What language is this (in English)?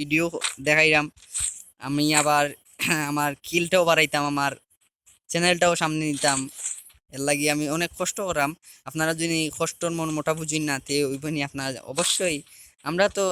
Sylheti